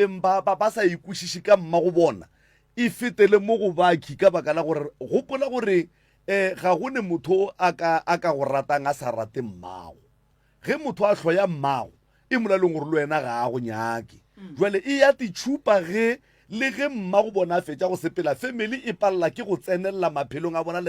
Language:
Northern Sotho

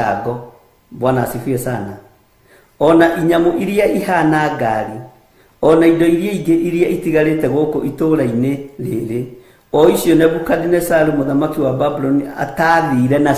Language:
Kikuyu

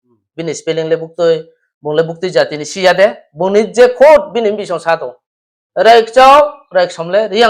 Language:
Riang (India)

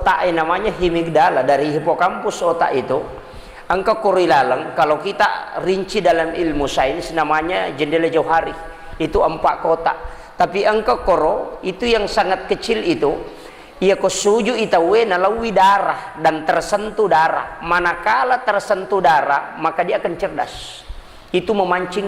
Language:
Buginese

